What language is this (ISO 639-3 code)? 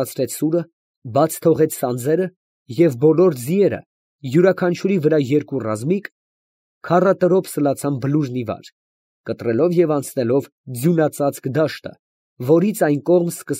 hye